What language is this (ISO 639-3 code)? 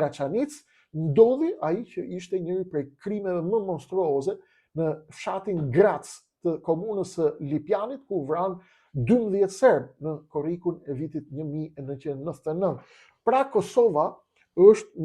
sqi